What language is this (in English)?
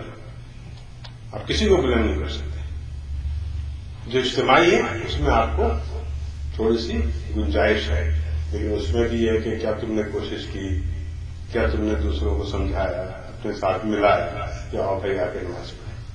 Urdu